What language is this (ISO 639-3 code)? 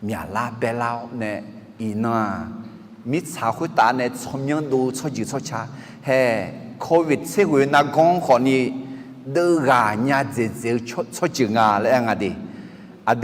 ahk